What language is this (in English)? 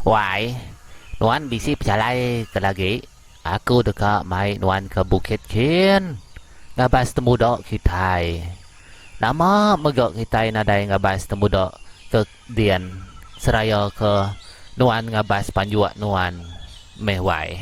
Iban